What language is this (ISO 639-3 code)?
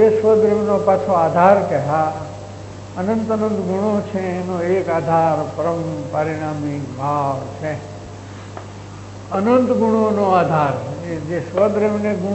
guj